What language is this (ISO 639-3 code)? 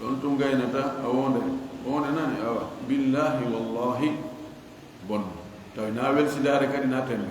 ful